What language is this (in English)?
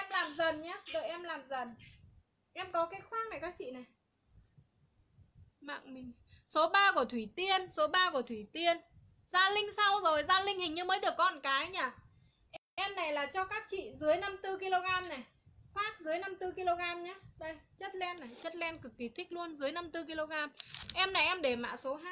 Vietnamese